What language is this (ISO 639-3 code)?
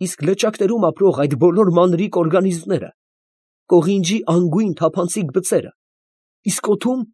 hye